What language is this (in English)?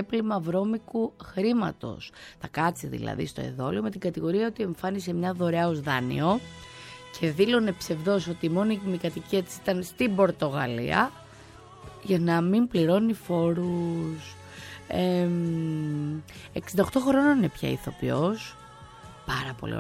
Greek